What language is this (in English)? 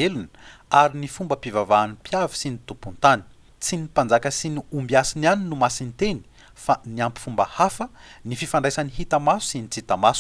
Malagasy